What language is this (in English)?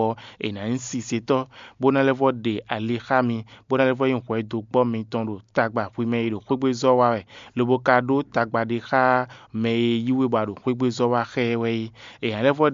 Fon